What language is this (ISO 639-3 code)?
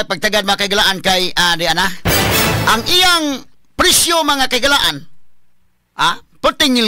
ceb